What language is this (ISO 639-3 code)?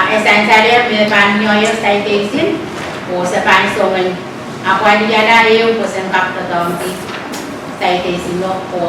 pon